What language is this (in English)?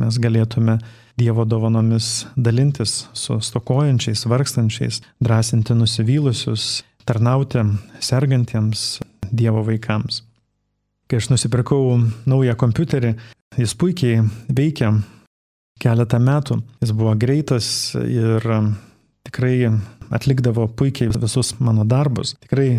Lithuanian